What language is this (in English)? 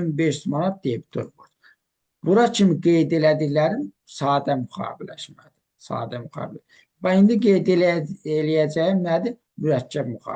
Azerbaijani